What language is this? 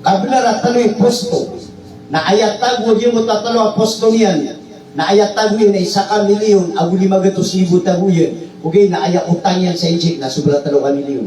Maranao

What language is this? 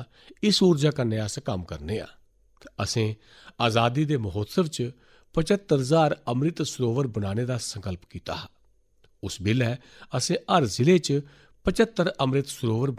Dogri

